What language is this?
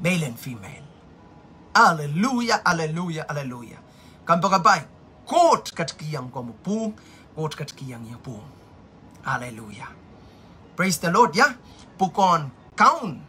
Pohnpeian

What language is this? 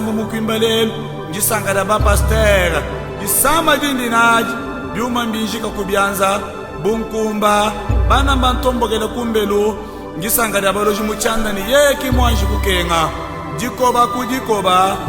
Luba-Lulua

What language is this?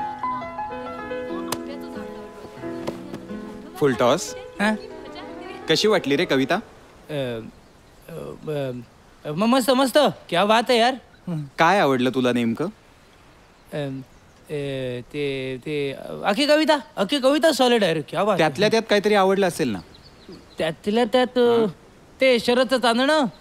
Marathi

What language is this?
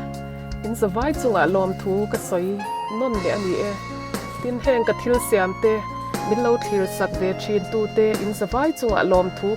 Mizo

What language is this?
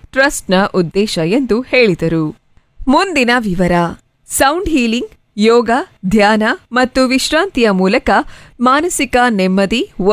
Kannada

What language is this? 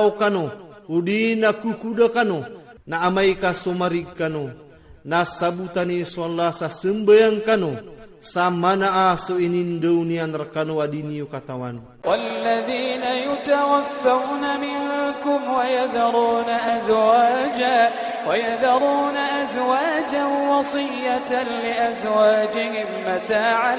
Iranun (Philippines)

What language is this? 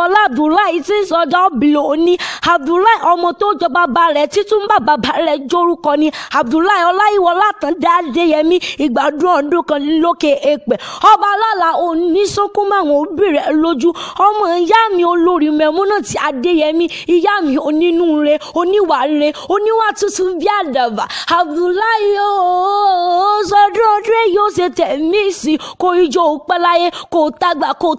Yoruba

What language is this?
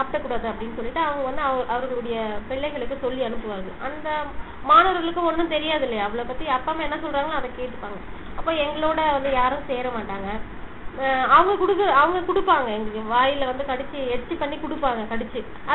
Tamil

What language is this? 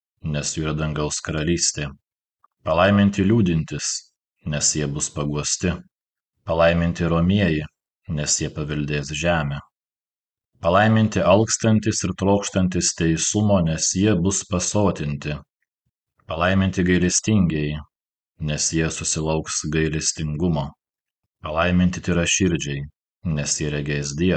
Lithuanian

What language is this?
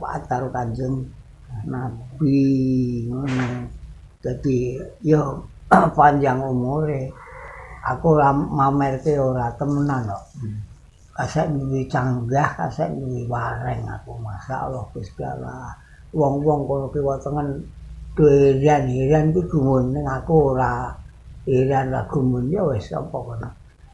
Javanese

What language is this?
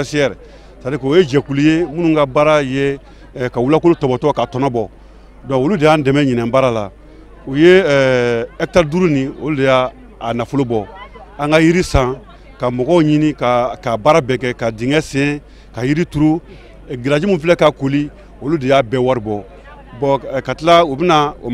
Bambara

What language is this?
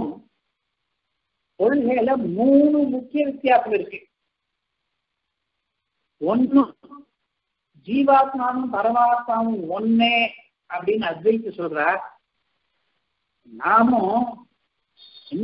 Tamil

